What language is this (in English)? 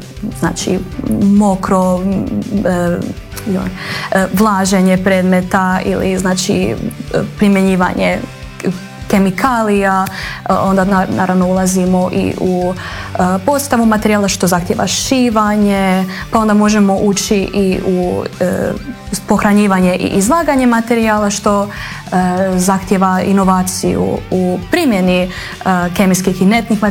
Croatian